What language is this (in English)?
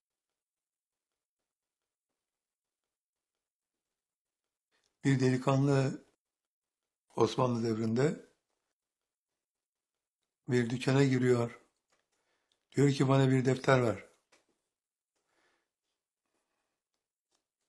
Turkish